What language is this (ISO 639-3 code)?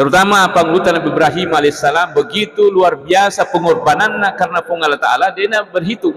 bug